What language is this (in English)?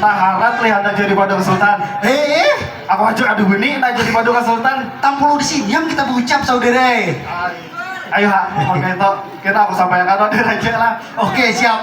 Banjar